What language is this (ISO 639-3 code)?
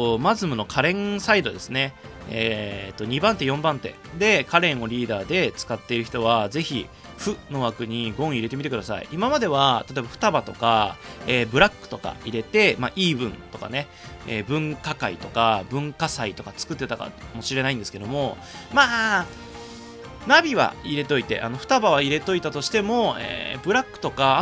jpn